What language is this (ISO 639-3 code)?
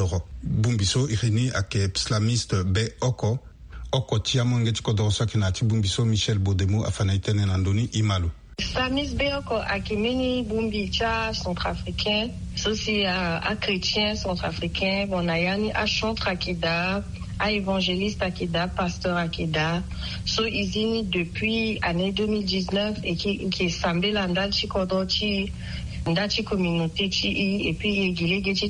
sag